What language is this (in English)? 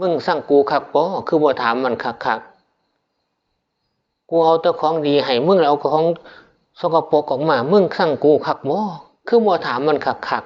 Northeastern Thai